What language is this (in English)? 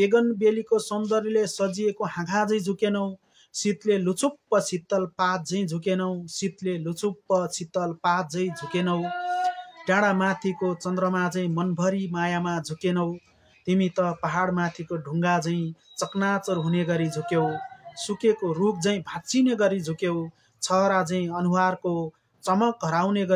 Nepali